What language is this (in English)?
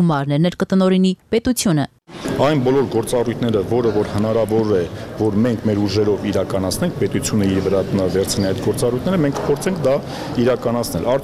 Armenian